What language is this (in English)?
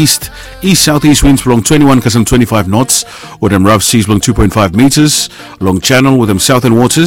Bislama